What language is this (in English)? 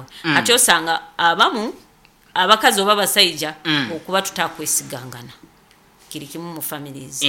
Nyoro